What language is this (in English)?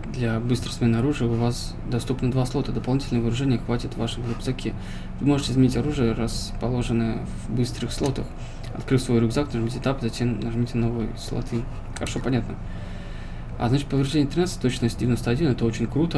Russian